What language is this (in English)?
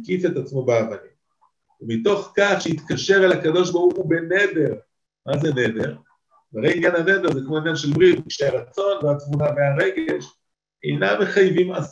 Hebrew